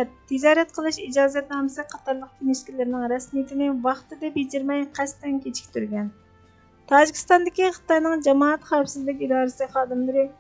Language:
Uyghur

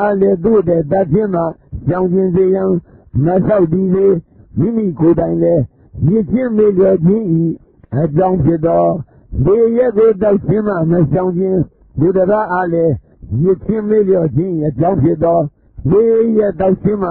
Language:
Burmese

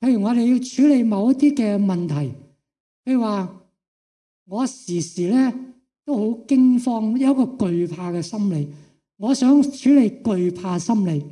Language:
Cantonese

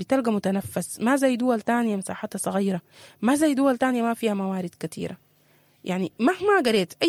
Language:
Sudanese Arabic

